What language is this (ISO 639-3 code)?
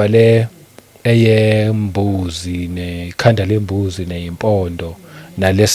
zul